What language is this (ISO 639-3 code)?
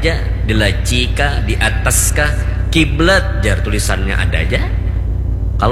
bjn